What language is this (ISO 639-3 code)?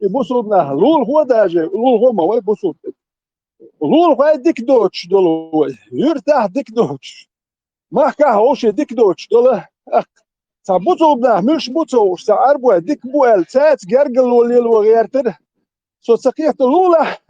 che